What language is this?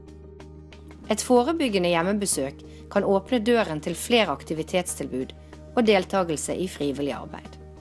Norwegian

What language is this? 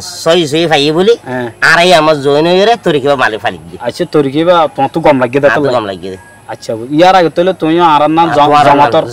Rohingya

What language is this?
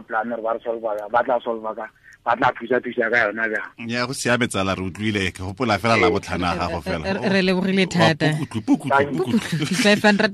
Tswana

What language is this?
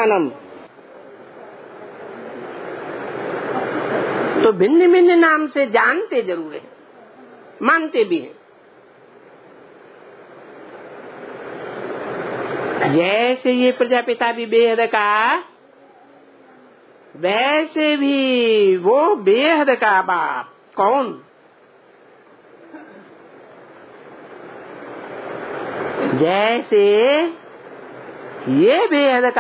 Hindi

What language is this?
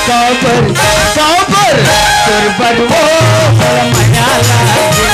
Chhattisgarhi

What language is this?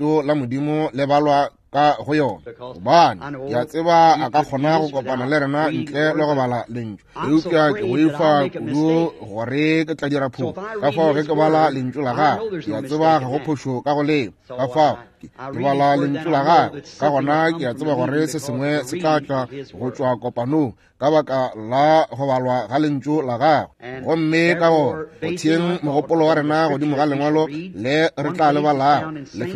Northern Sotho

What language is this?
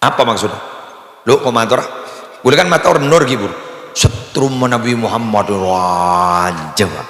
Madurese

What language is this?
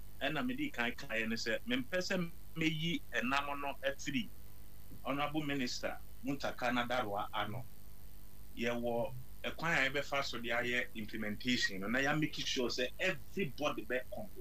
Akan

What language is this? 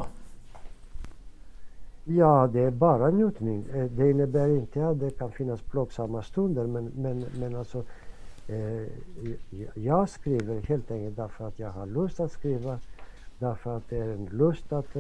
Swedish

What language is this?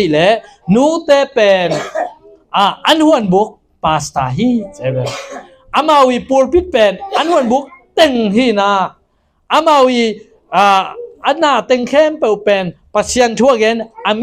Tedim Chin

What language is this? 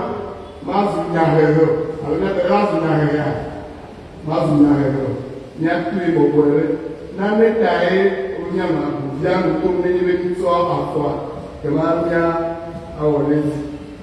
Ewe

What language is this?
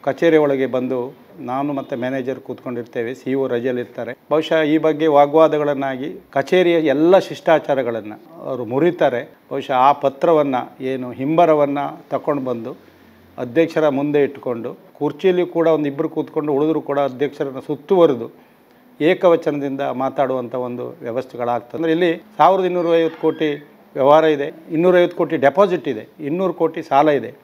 Kannada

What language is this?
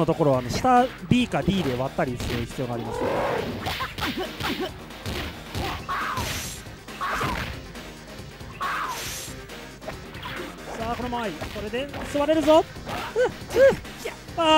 Japanese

